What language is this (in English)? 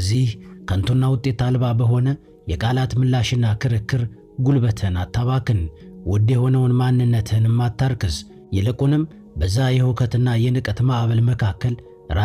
Amharic